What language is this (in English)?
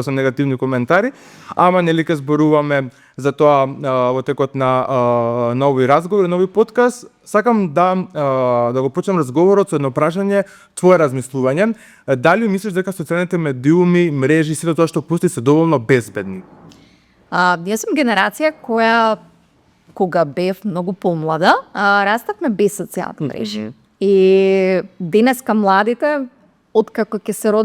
Macedonian